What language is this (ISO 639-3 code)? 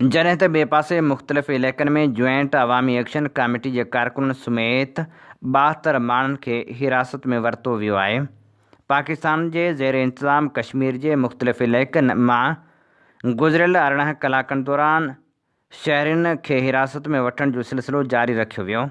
snd